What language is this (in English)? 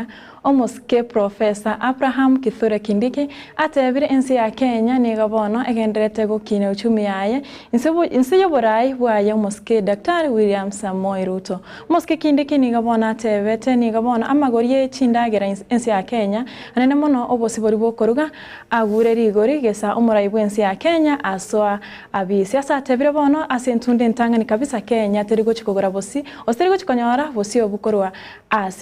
Gusii